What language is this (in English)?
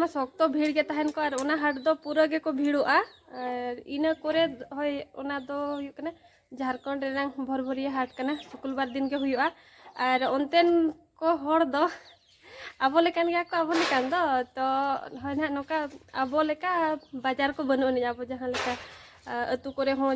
Santali